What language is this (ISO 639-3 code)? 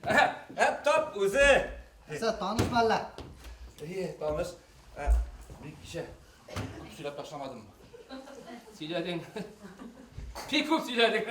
bak